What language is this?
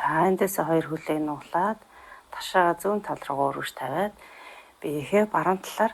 Mongolian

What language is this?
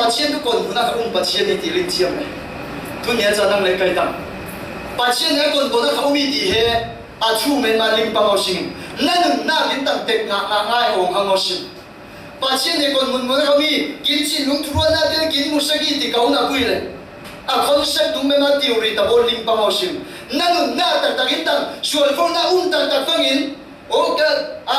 Falam Chin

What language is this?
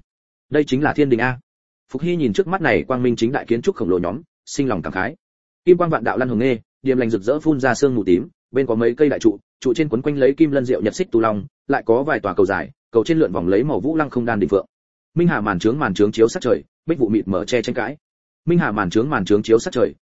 Vietnamese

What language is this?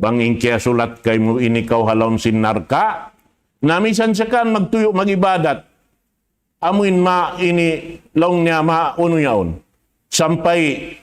Tausug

